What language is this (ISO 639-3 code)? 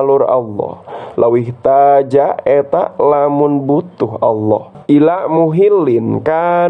sun